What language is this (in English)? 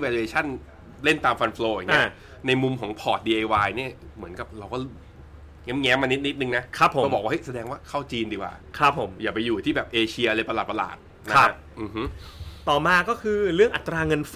Thai